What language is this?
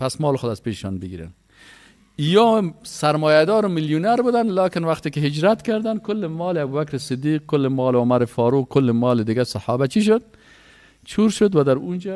Persian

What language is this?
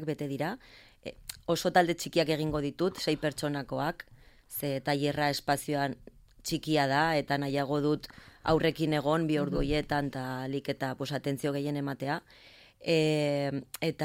Basque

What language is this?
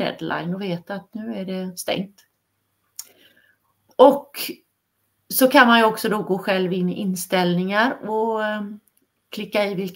Swedish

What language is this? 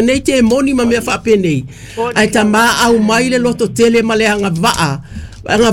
Samoan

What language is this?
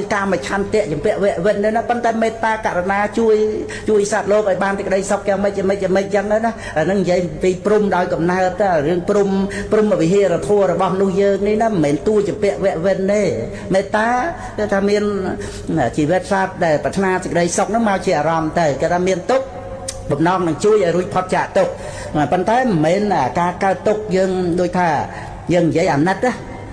Khmer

